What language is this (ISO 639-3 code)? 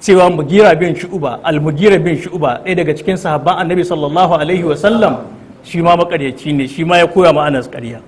hau